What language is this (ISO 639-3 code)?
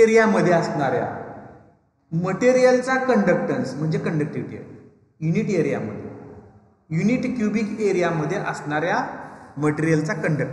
mar